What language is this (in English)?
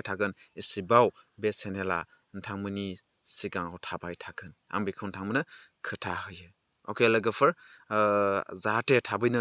Bodo